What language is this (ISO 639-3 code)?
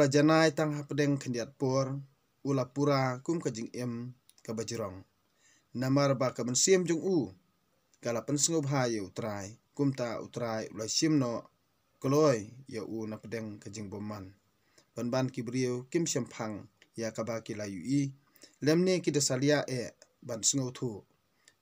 kha